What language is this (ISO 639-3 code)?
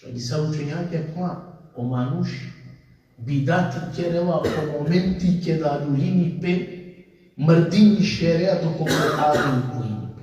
rmn